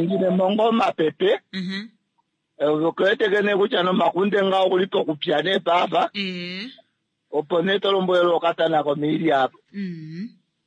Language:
Kuanyama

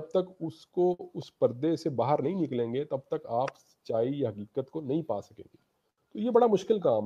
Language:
Urdu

